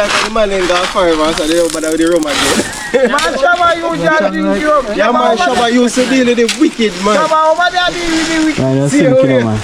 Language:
Jamaican Creole English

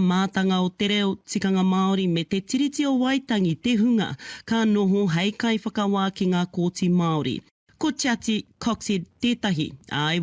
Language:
Māori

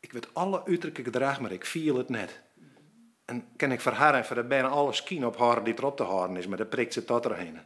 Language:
Western Frisian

